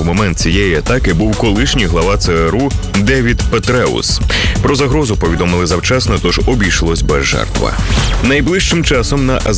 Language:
Ukrainian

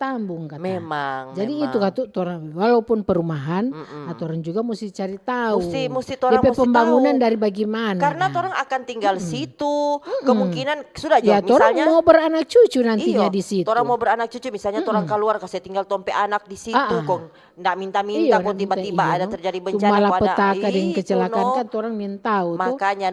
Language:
Manado Malay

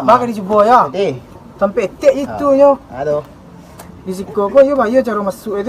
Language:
Minangkabau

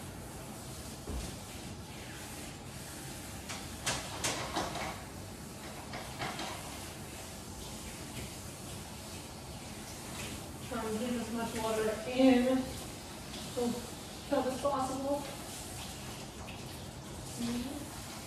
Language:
English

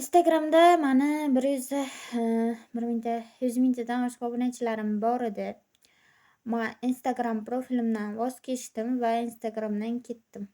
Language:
Uzbek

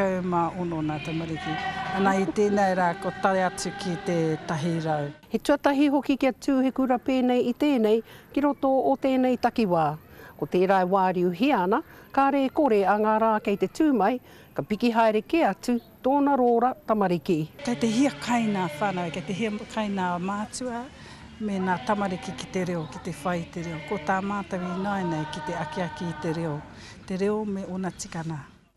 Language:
Māori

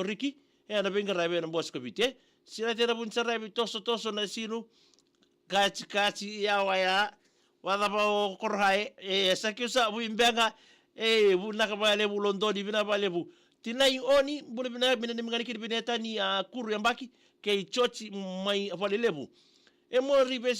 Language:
Fijian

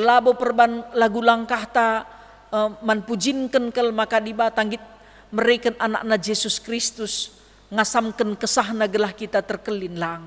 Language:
Batak Karo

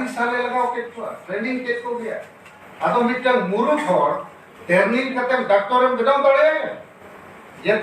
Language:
Santali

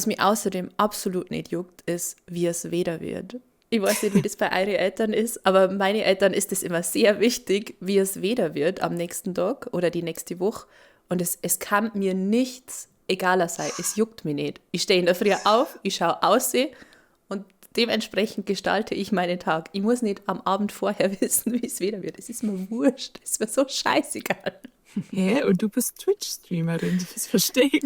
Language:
Bavarian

